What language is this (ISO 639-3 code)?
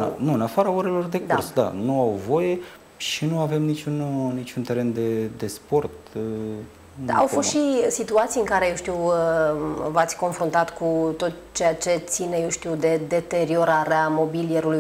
ron